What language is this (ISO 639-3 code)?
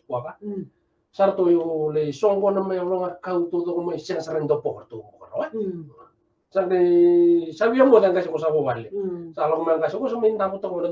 fij